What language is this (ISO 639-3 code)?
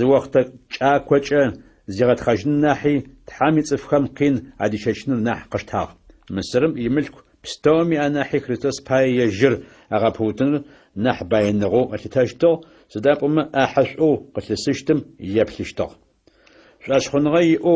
ady